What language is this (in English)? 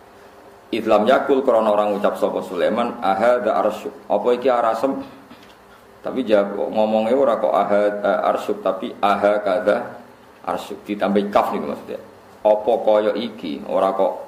Javanese